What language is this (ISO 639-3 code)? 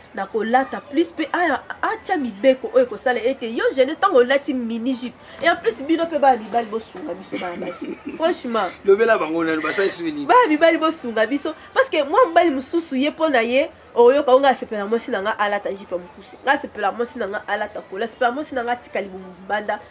lin